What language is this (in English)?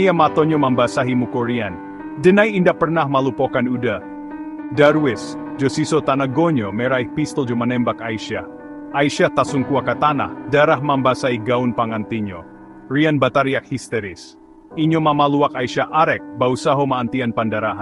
Minangkabau